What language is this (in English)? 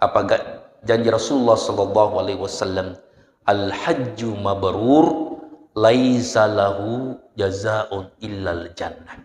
Buginese